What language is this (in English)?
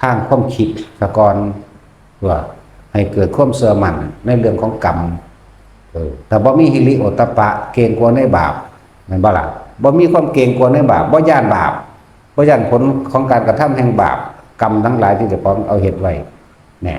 Lao